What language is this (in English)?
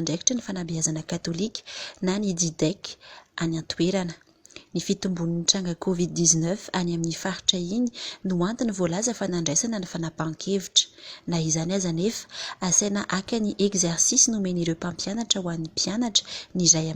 Malagasy